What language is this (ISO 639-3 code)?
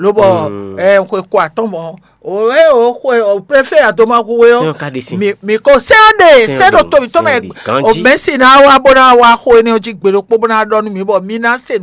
fon